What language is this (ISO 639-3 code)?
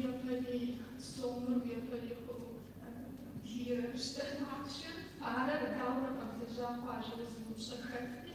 kbd